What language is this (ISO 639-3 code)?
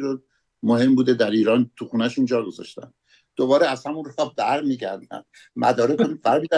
fas